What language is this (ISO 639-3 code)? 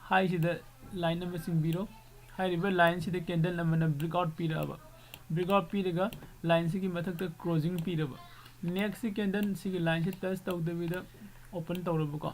mni